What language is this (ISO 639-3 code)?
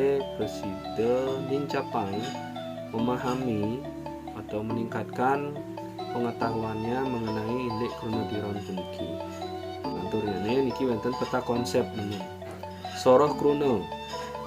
ban